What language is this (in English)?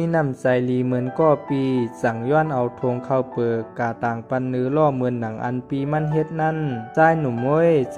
Shan